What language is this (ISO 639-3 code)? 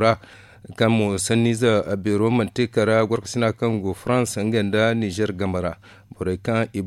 dje